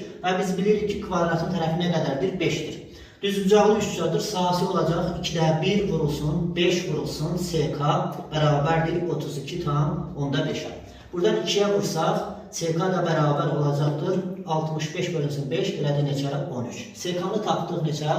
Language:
Azerbaijani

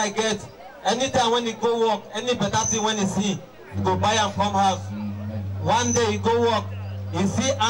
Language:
Nigerian Pidgin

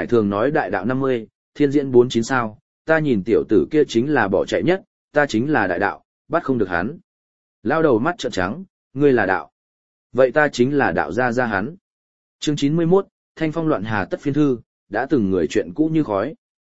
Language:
Vietnamese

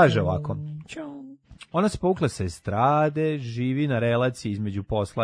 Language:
Serbian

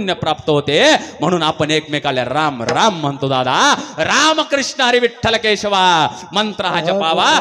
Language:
Marathi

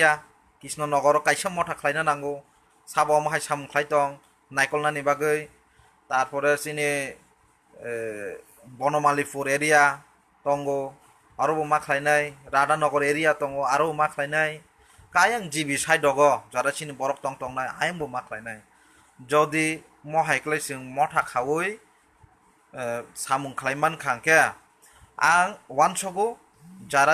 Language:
Kok Borok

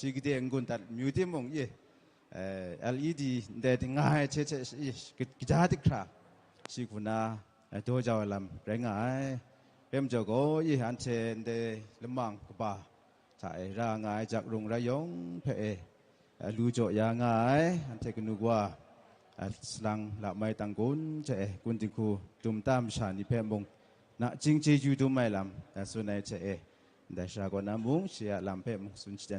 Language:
Kachin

